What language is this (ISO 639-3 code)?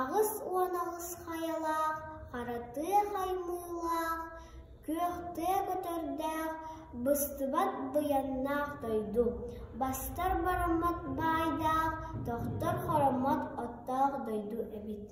sah